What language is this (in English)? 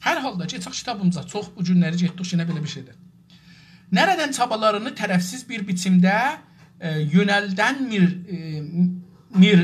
South Azerbaijani